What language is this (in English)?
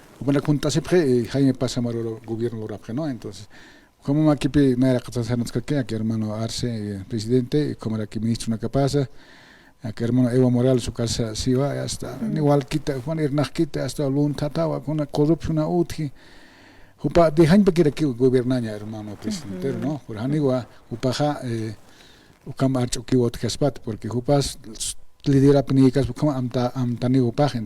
Aymara